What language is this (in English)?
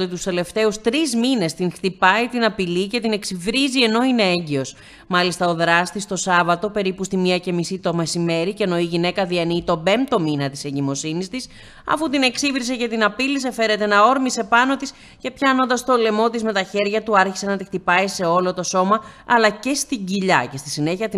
Greek